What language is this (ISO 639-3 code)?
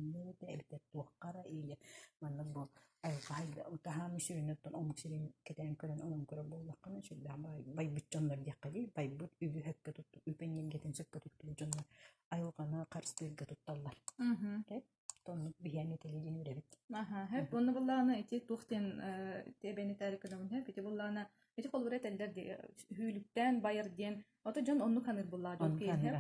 sah